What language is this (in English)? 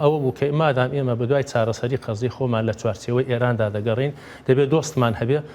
Central Kurdish